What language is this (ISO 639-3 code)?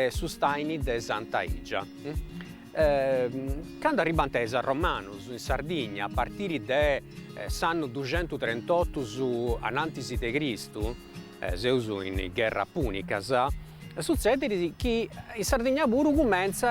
srd